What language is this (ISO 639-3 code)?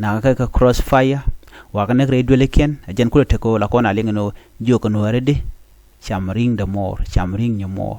nus